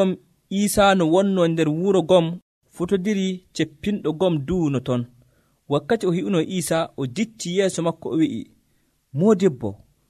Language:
Nigerian Fulfulde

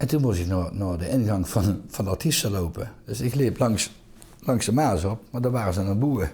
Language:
Limburgish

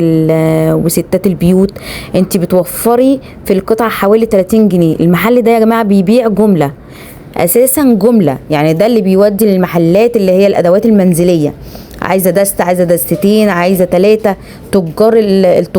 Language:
Egyptian Arabic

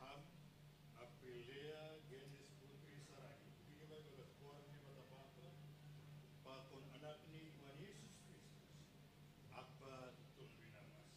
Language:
Batak Simalungun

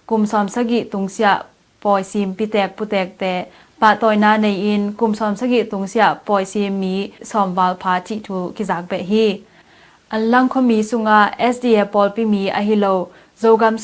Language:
Tedim Chin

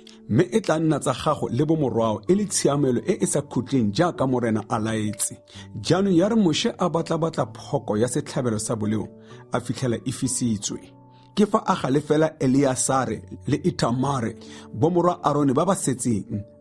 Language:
Tswana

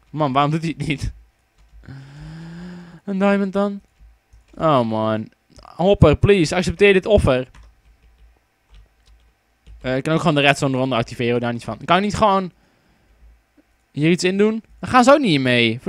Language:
Dutch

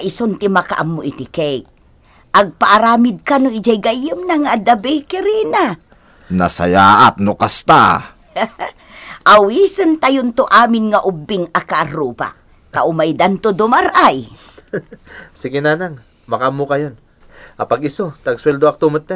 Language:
Iloko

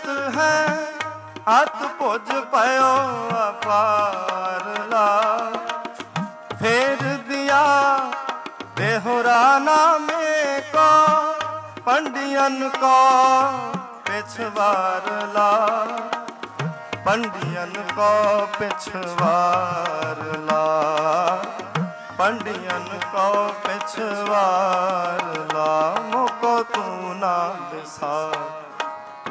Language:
Punjabi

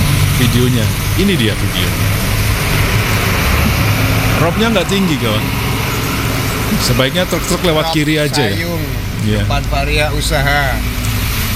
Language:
Indonesian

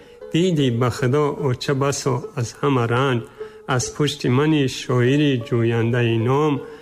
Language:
Tajik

